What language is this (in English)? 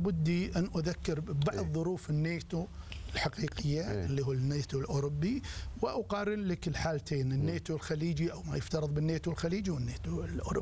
Arabic